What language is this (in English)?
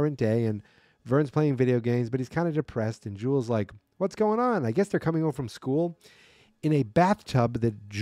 English